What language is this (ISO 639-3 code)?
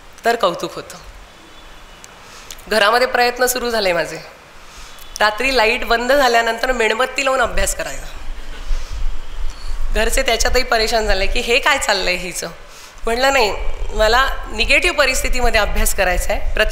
mar